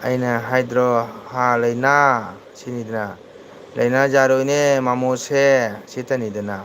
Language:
Manipuri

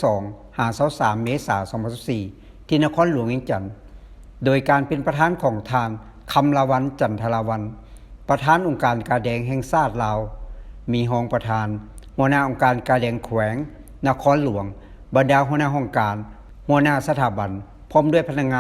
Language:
Lao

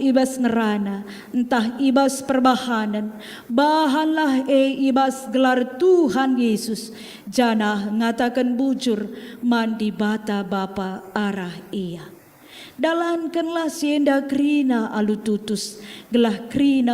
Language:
Batak Karo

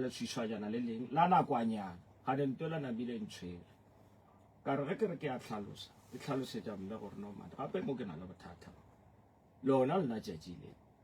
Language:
Northern Sotho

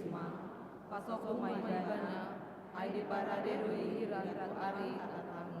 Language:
Batak Toba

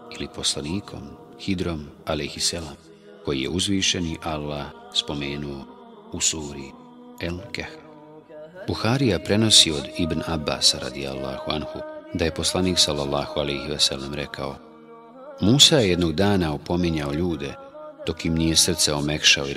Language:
Bosnian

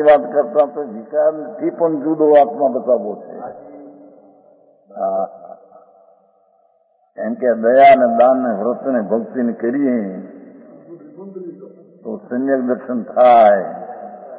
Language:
Gujarati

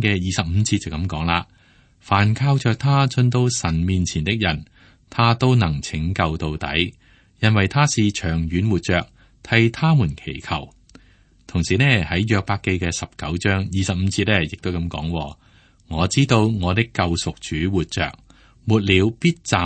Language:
Cantonese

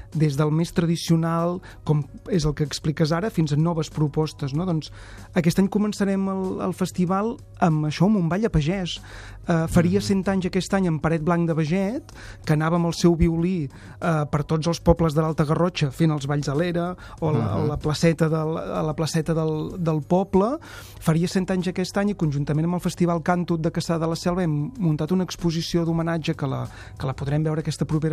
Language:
Catalan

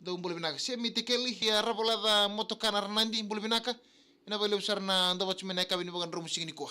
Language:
Fijian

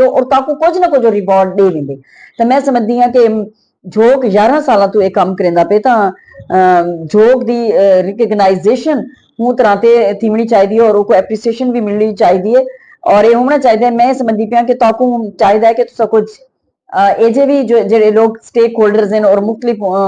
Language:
Saraiki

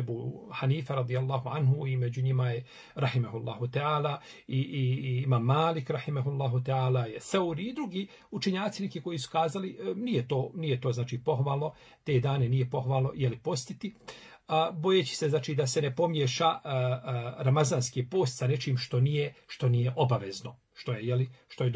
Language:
Bosnian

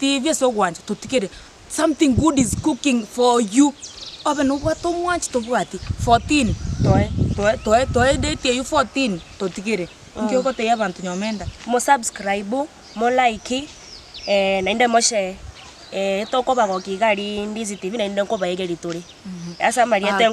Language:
Gusii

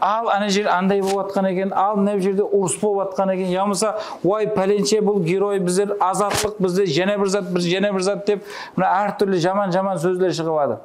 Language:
Kara-Kalpak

